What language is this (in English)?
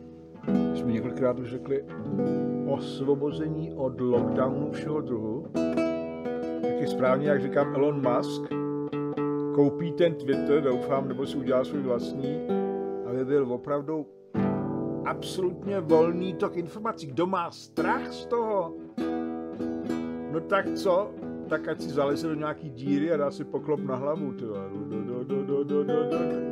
Czech